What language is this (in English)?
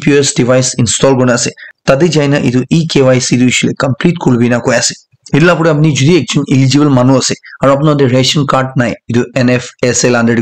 Naga Pidgin